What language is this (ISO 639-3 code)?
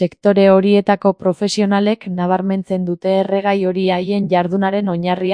eus